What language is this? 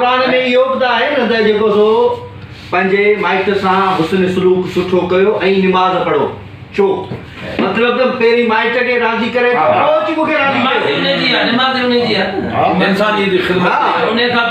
Sindhi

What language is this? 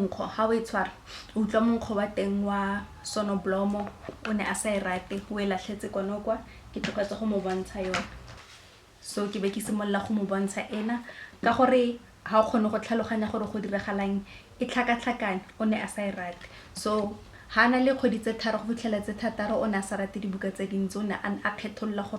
Tswana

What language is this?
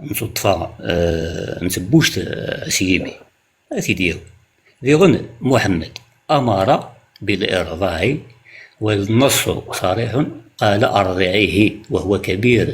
Kabyle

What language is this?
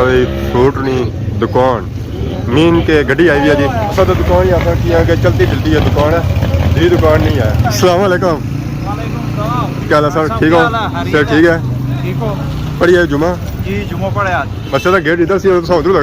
Pahari-Potwari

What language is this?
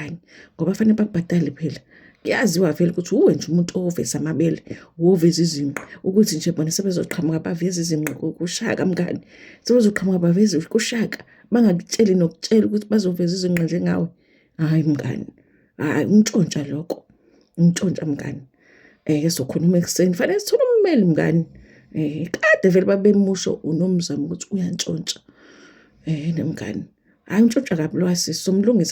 Zulu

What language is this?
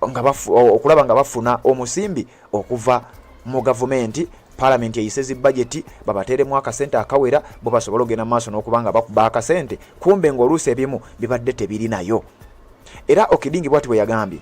Ganda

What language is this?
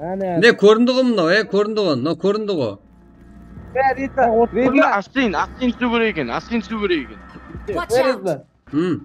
Kara-Kalpak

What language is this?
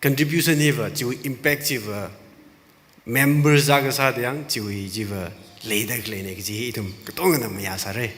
Tangkhul Naga (India)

